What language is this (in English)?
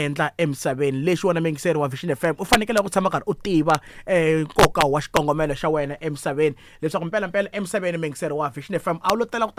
Tsonga